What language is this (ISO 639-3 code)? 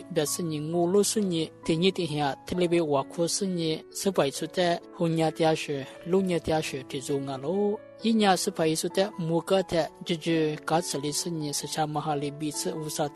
lis